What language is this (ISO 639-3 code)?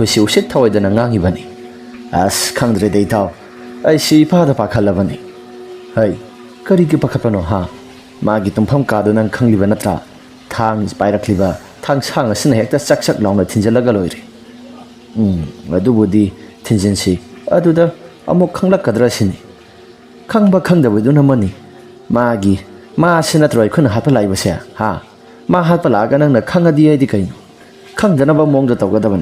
mni